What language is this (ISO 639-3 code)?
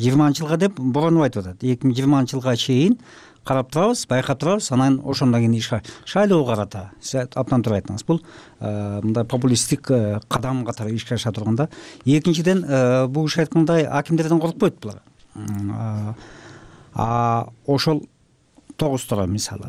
kir